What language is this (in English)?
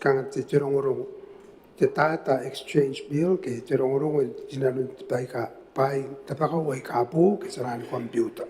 Gilbertese